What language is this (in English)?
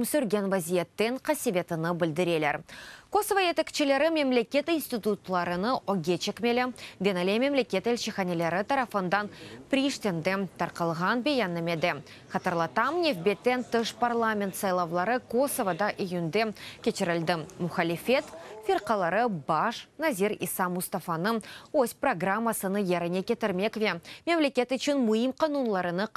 Crimean Tatar